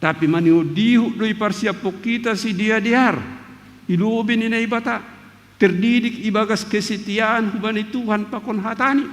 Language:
Batak Simalungun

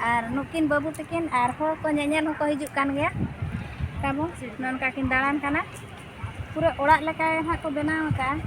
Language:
Santali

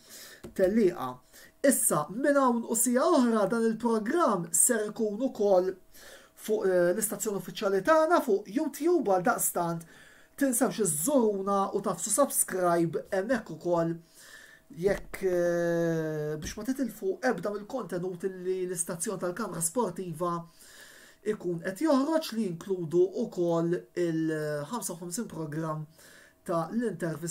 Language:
Maltese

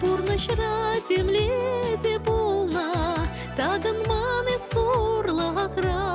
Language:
Chuvash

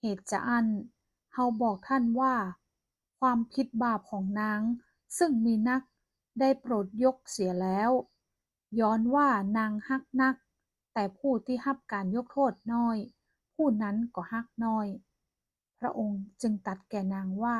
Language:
Northern Thai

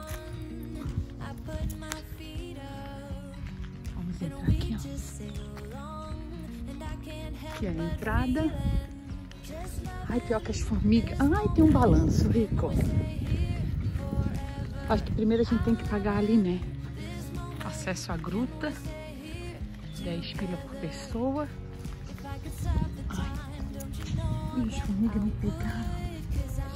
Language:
Portuguese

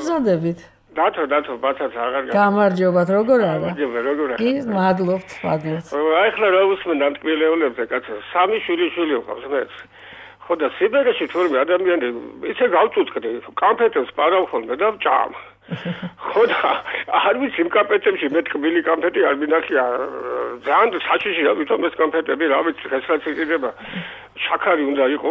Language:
Georgian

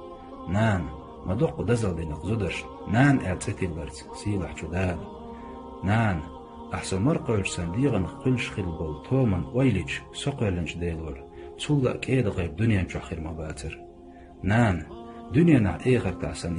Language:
Chechen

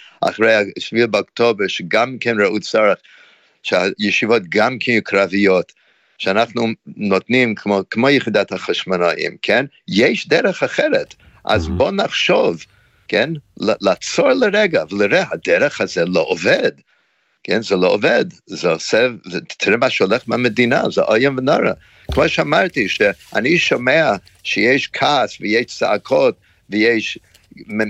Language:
Hebrew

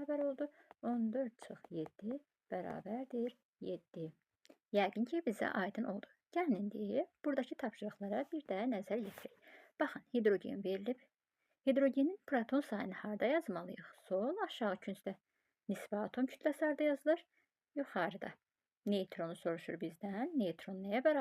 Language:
Azerbaijani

